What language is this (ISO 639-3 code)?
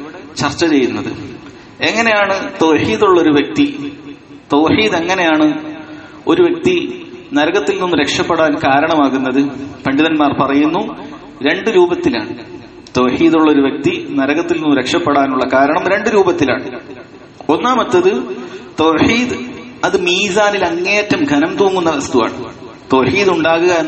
mal